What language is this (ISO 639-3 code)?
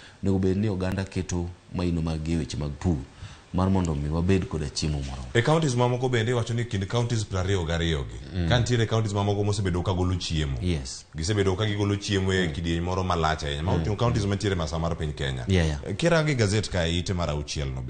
luo